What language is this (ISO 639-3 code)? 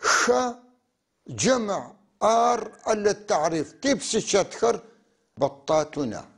apc